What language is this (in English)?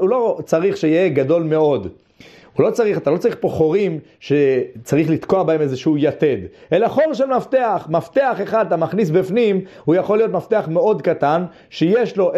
Hebrew